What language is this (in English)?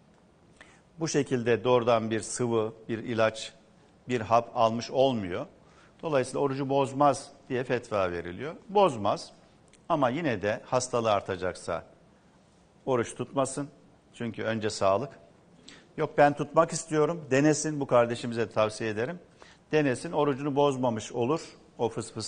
Turkish